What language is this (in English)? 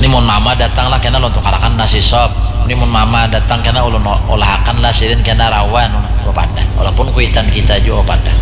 Banjar